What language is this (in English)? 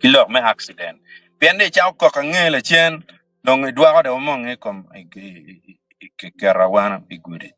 Acoli